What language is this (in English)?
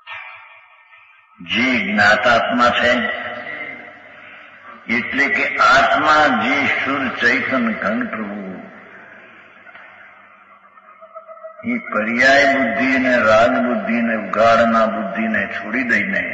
Gujarati